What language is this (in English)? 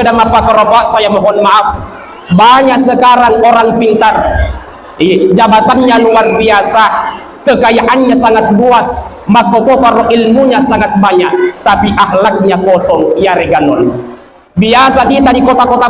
Buginese